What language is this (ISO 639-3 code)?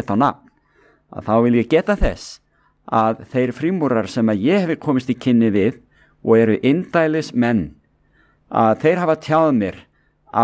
isl